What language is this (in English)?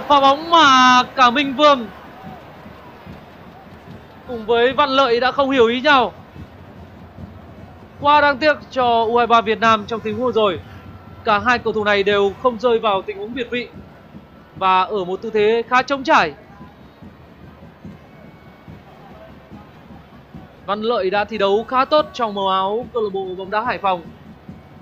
Vietnamese